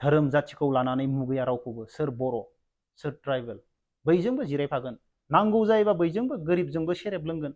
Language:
Bodo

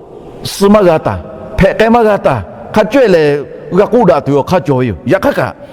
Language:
Lahu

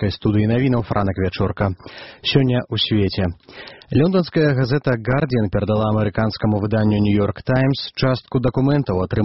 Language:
Belarusian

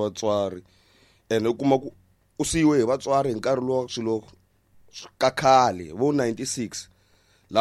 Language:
Tsonga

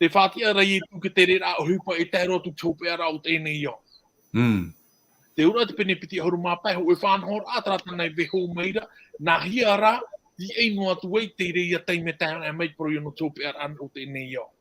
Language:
Tahitian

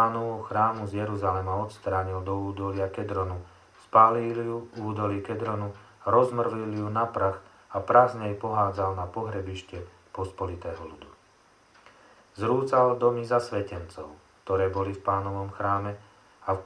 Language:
Slovak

